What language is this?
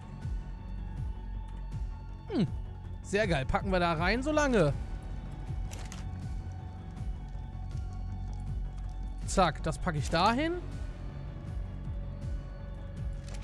German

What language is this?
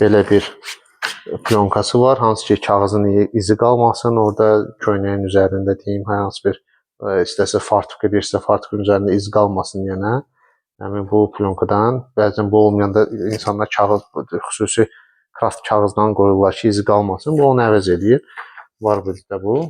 Azerbaijani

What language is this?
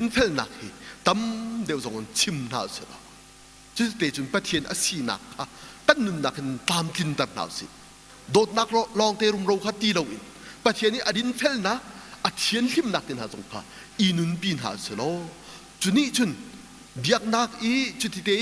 Hakha Chin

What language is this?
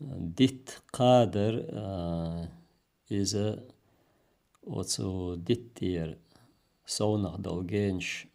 Chechen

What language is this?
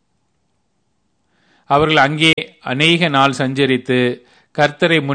Tamil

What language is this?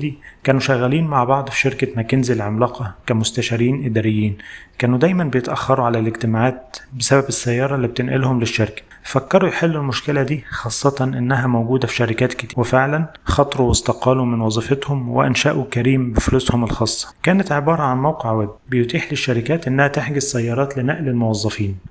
Egyptian Arabic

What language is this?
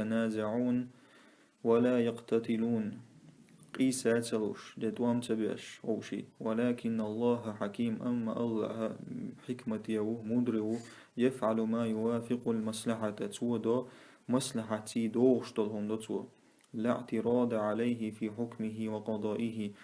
Chechen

